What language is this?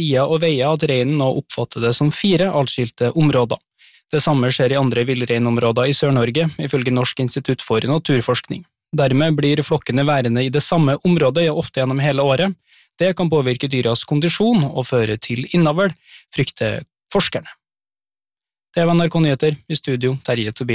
Norwegian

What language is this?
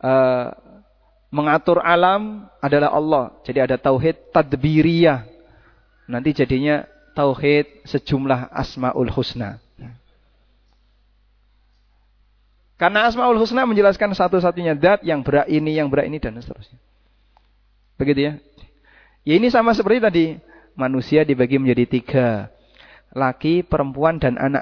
Indonesian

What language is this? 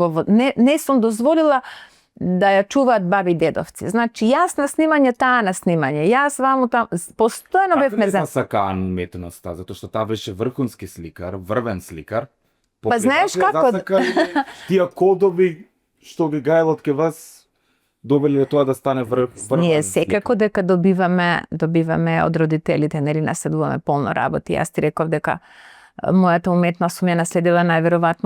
Macedonian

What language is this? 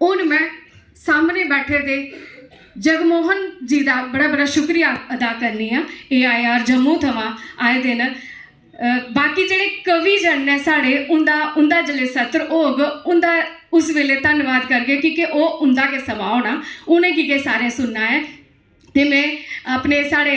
Dogri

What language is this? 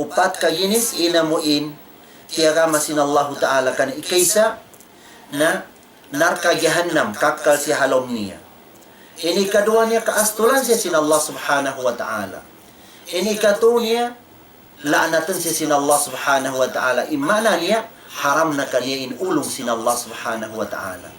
Tausug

